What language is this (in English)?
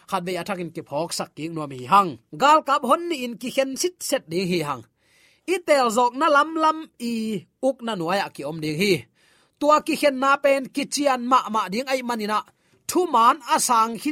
Tedim Chin